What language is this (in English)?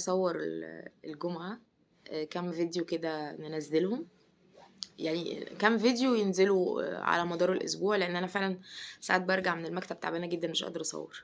Egyptian Arabic